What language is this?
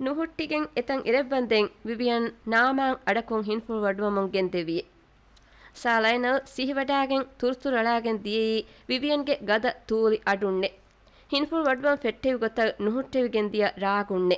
Divehi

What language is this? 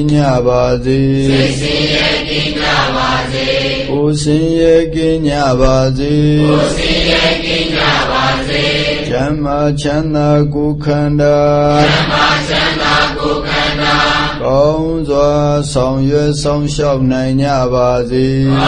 Burmese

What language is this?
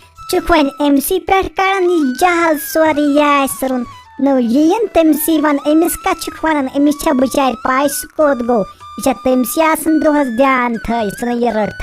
Kashmiri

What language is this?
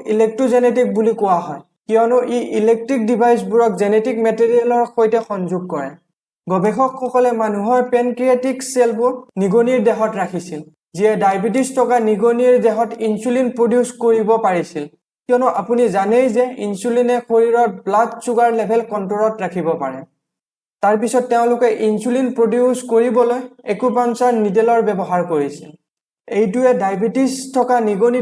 Assamese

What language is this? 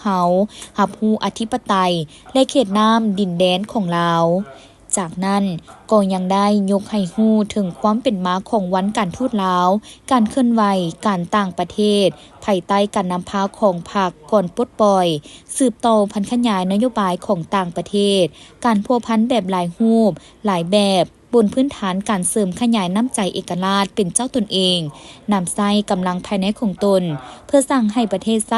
Lao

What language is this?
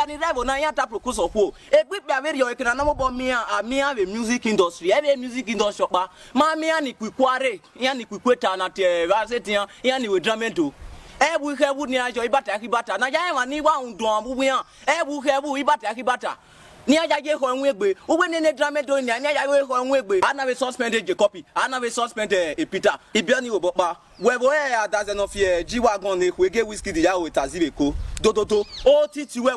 Nigerian Pidgin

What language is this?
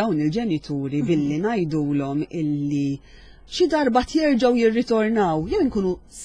Maltese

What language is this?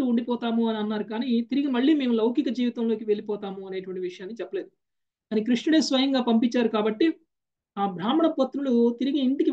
Telugu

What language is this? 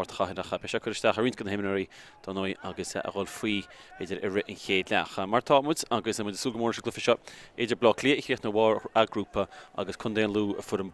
Irish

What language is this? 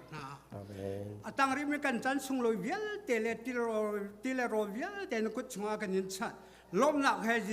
Hakha Chin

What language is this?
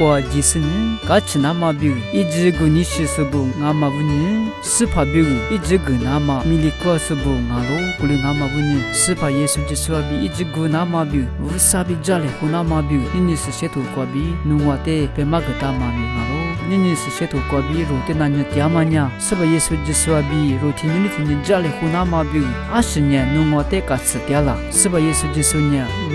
Lisu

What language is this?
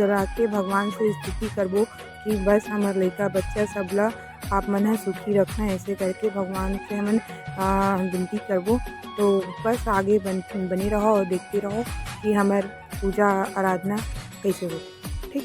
Chhattisgarhi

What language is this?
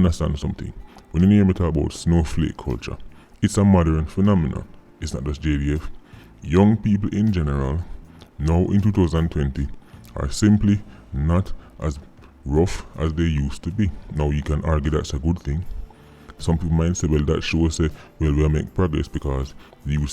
Jamaican Creole English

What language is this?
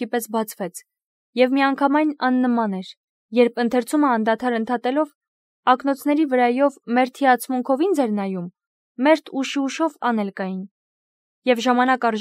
Armenian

